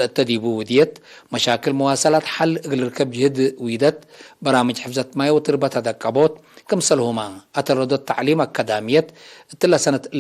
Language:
Tigre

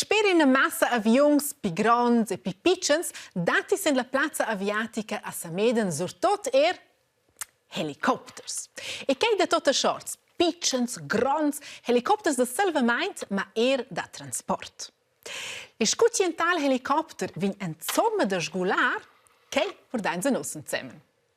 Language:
Romansh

